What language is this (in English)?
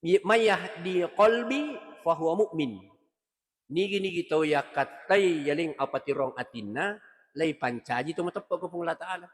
Buginese